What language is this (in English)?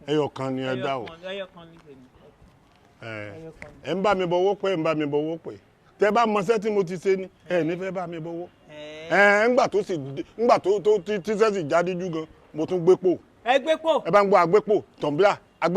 Yoruba